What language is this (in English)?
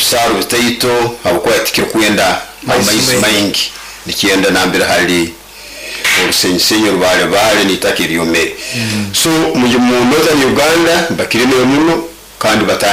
Nyoro